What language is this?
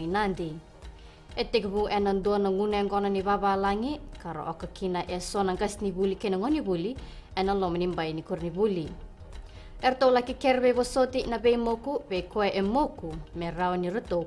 Fijian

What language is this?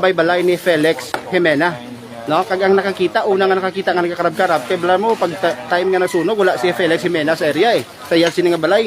Hiligaynon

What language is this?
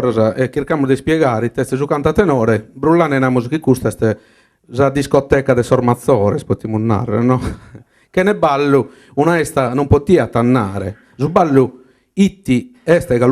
Sardinian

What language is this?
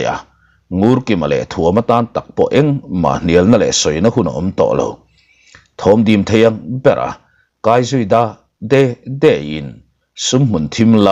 Mizo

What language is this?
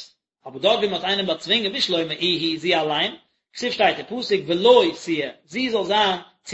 Yiddish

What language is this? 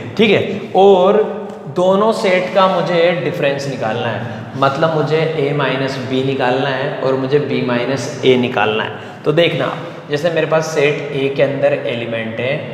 Hindi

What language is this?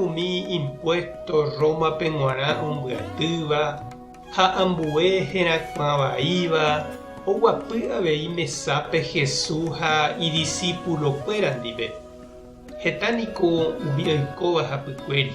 Guarani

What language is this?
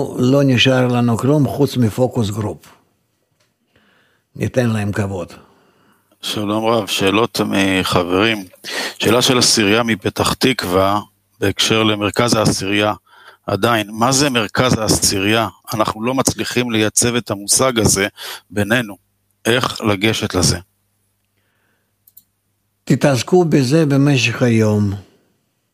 Hebrew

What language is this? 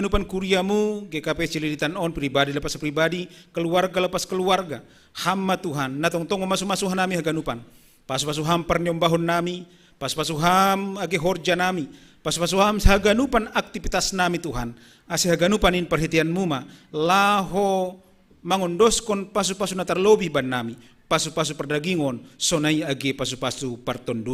Batak Simalungun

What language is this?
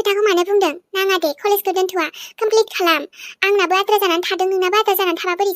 Bodo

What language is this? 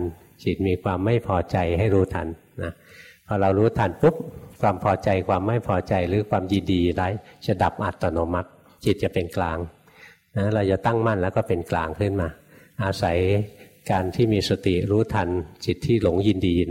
Thai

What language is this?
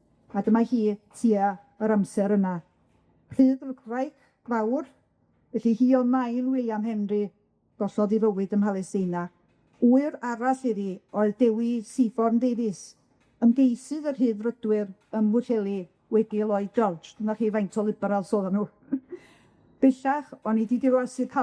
Welsh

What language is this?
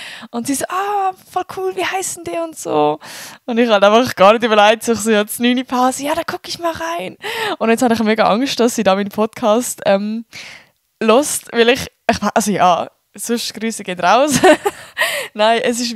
Swiss German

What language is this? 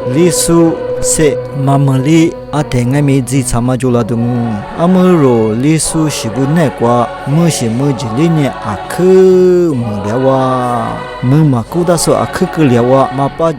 Lisu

